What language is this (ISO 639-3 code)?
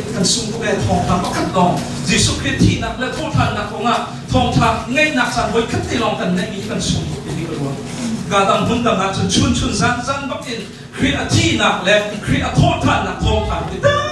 cnh